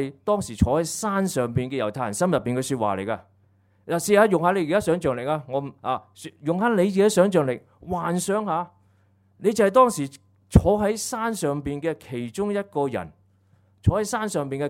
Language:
Cantonese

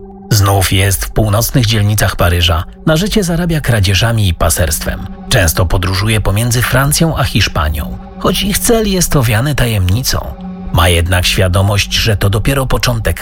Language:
Polish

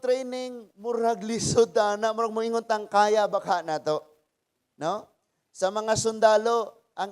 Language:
Cebuano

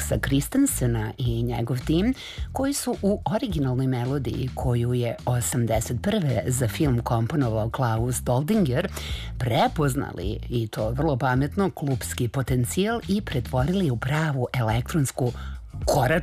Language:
Serbian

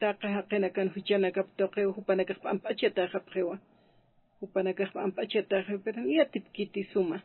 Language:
Aymara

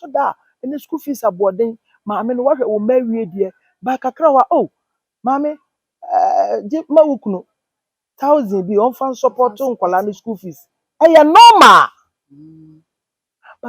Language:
Akan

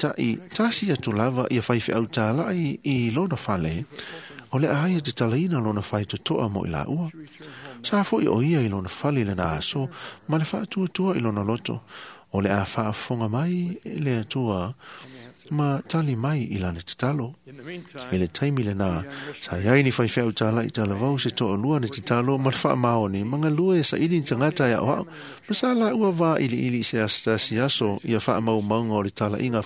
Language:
Samoan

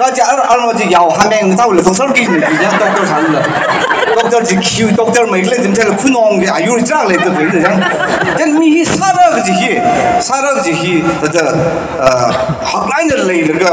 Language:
Tangkhul Naga (India)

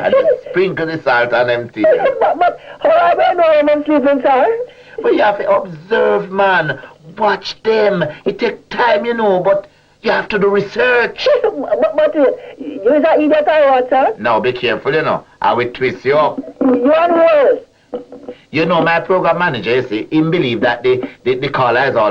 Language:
Jamaican Creole English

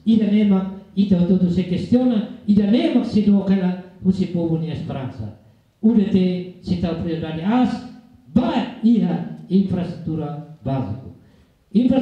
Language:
Tetum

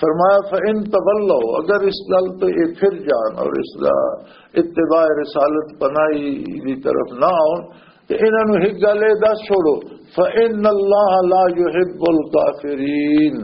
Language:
Western Panjabi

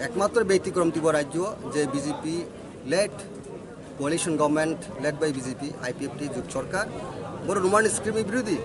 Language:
Kok Borok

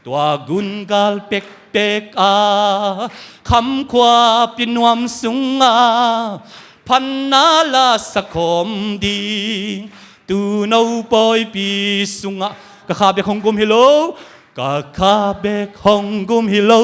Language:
Tedim Chin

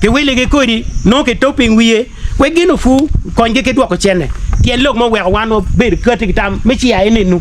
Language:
Acoli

